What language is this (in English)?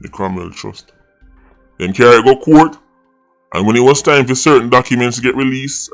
Jamaican Creole English